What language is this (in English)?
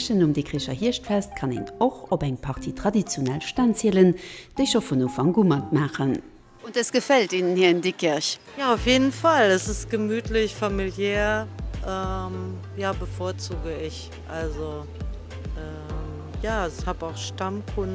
Luxembourgish